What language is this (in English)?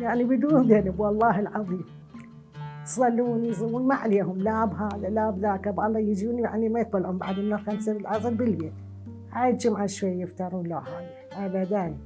Mesopotamian Arabic